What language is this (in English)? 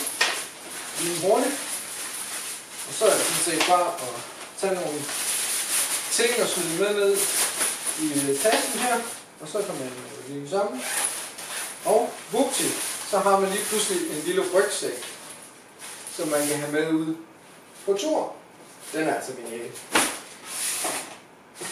Danish